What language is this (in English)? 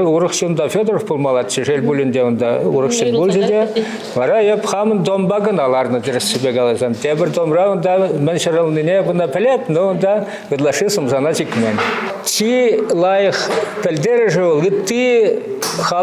Chuvash